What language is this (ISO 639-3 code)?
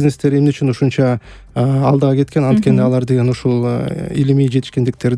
kir